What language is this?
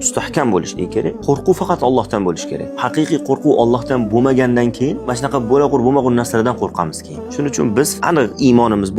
Uzbek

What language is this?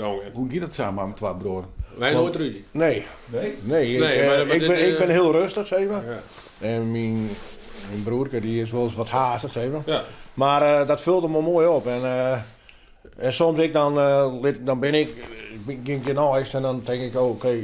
Western Frisian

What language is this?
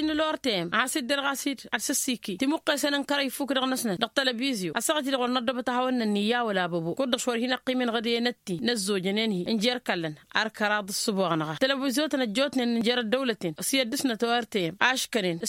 Tamasheq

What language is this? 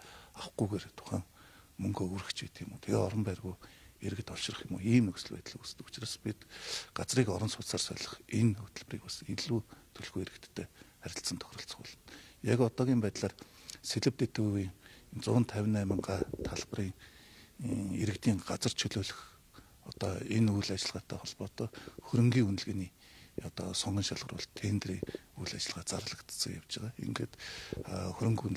Mongolian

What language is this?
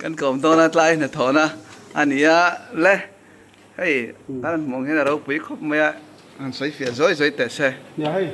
Mizo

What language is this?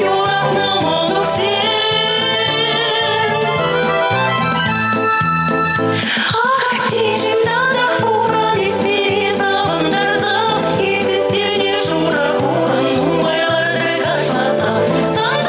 Chuvash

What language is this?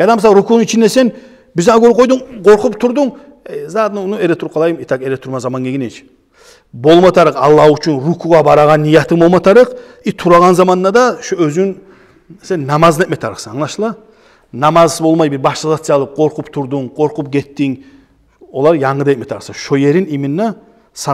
Kumyk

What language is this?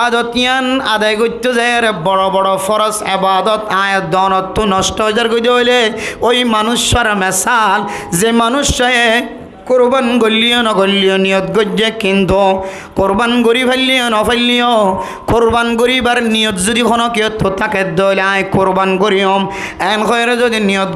Rohingya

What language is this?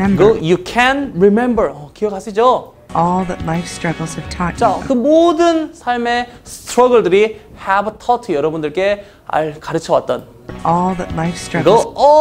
Korean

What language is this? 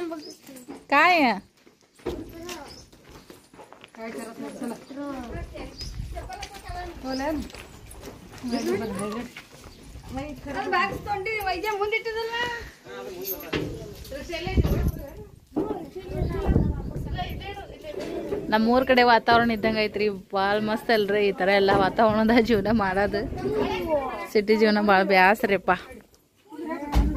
Kannada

